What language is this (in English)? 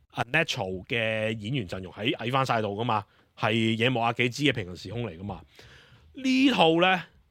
Cantonese